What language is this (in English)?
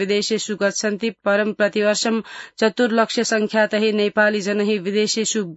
Sanskrit